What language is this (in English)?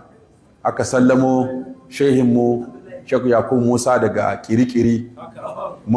Hausa